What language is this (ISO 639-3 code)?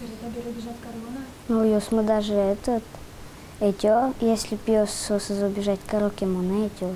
udm